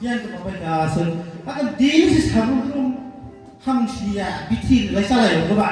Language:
Kok Borok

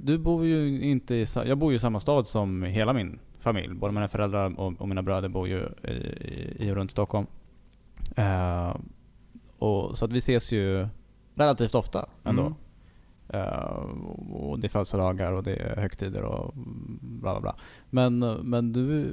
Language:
Swedish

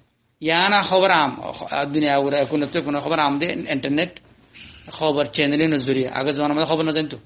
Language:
Rohingya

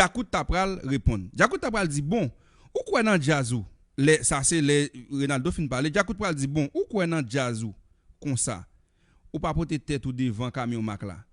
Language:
Haitian Creole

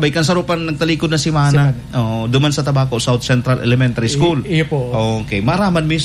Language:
Bikol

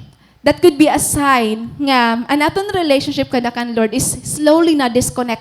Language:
Waray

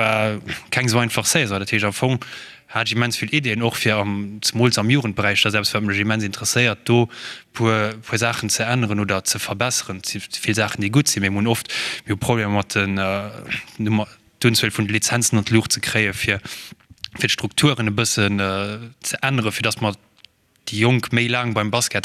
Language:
Luxembourgish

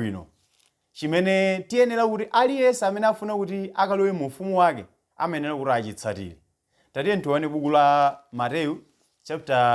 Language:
Nyanja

